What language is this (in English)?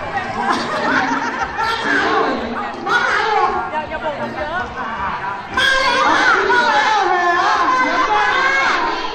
Thai